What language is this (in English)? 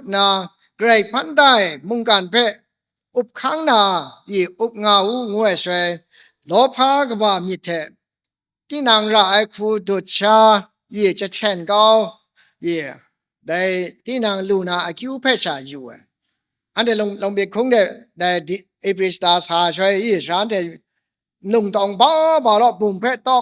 Kachin